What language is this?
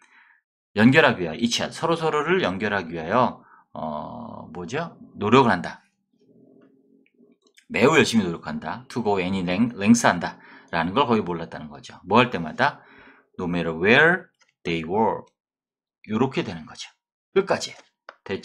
Korean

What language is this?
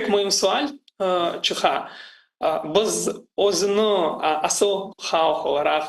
Crimean Tatar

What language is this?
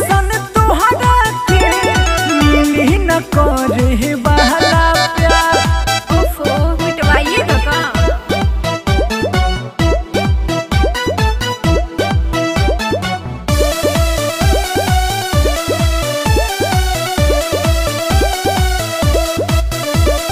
Bhojpuri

